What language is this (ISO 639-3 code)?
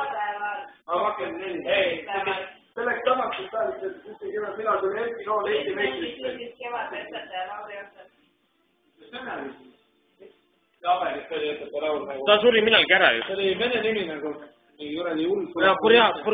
est